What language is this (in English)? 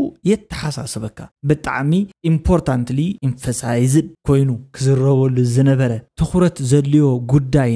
Tigrinya